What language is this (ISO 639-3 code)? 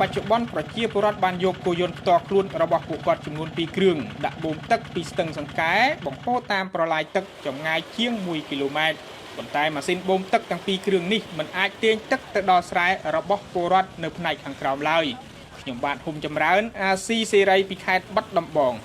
khm